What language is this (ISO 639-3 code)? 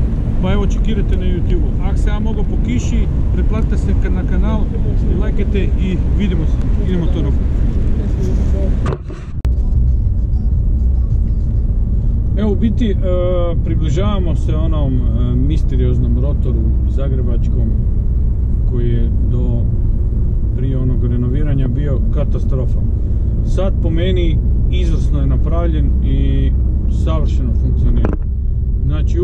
hrv